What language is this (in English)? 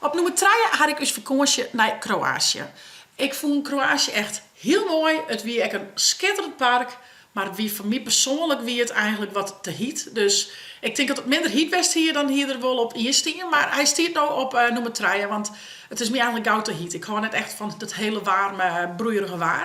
Western Frisian